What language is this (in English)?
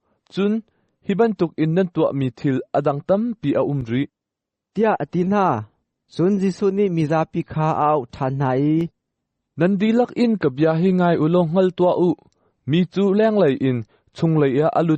Hakha Chin